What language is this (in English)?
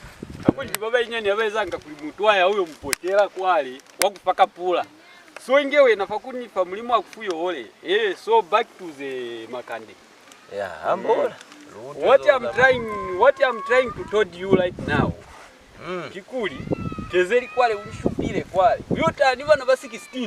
Lozi